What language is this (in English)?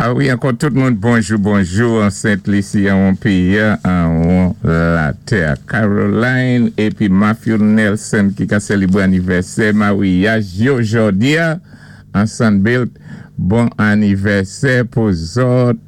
Saint Lucian Creole French